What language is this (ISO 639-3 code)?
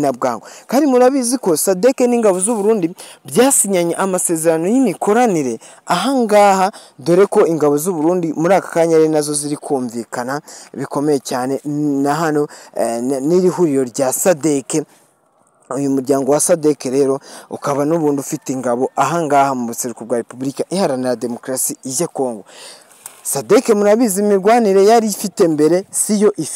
kin